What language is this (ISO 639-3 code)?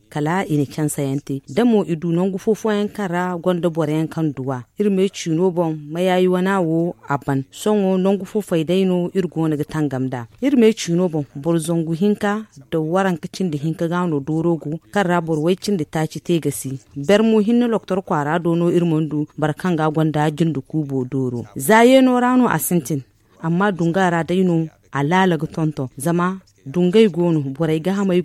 dje